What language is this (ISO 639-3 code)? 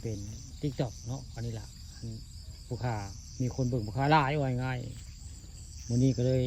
tts